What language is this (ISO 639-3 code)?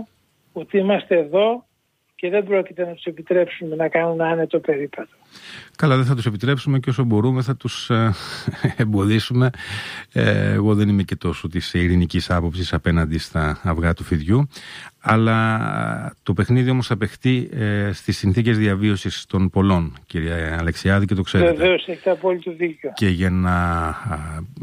ell